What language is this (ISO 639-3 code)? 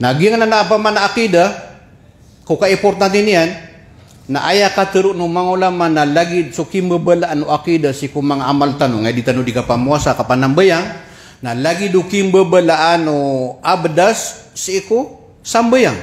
mrw